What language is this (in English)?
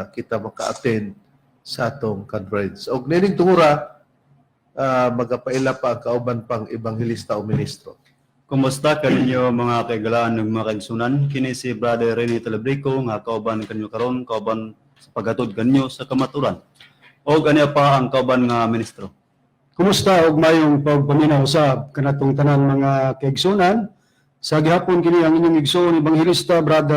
Cebuano